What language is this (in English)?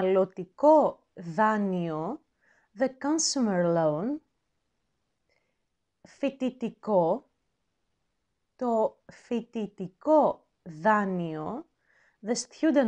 Greek